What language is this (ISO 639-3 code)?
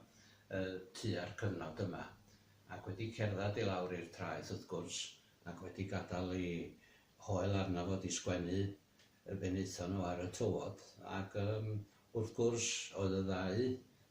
cym